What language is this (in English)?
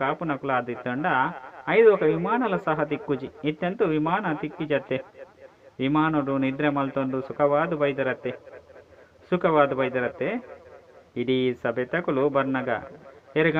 Tulu